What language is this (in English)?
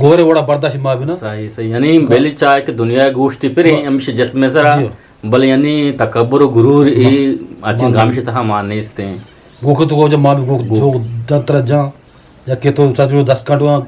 Eastern Balochi